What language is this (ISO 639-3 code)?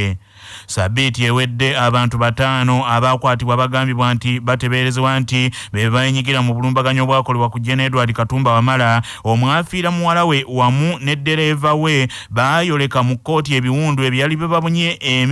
lug